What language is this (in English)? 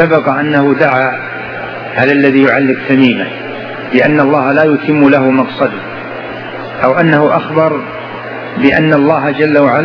Arabic